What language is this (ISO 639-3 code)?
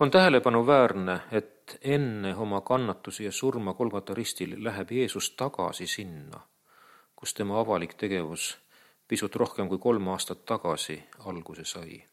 est